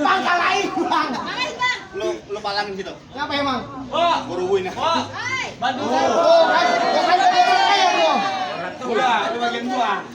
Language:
Betawi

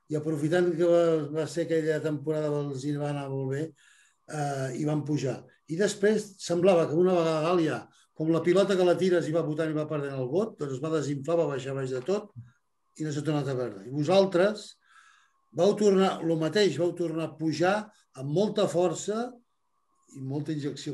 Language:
Catalan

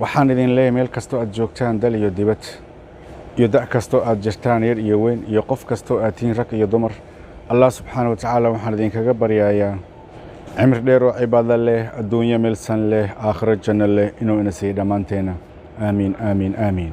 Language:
Somali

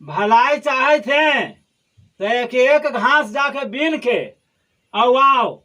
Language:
Magahi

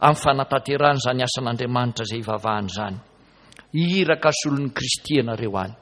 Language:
Malagasy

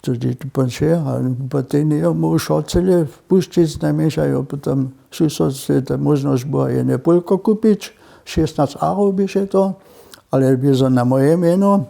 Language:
Upper Sorbian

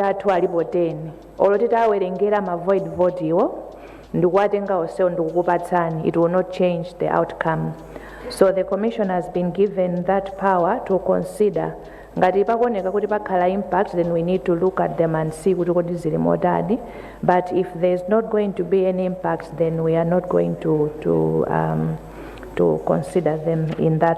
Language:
Nyanja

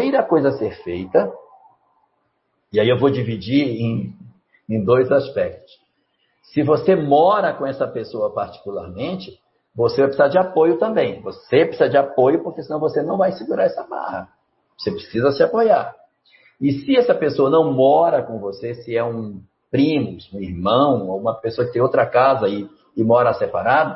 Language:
Portuguese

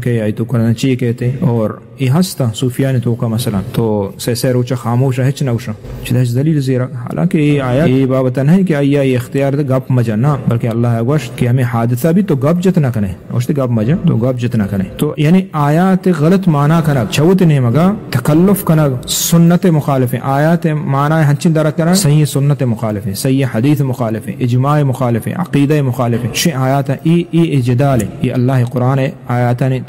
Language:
Eastern Balochi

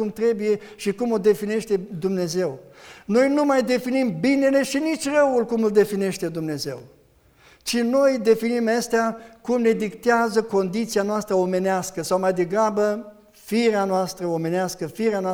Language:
Romanian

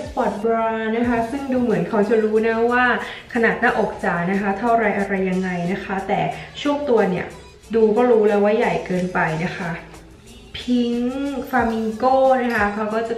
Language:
Thai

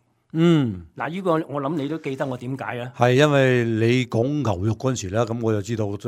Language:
Cantonese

